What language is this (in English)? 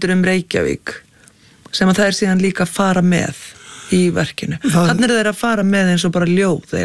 Icelandic